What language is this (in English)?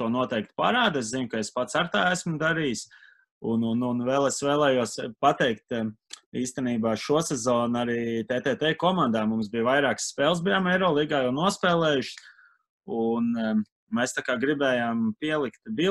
Latvian